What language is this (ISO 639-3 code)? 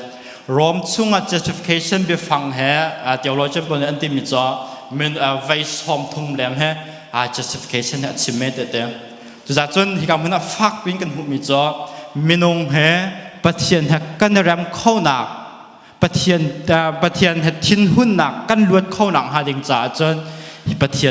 cnh